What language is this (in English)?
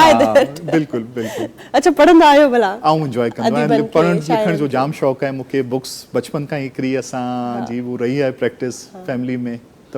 Sindhi